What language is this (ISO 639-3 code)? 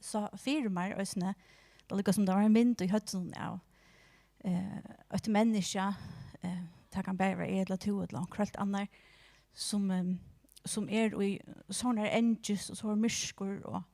fao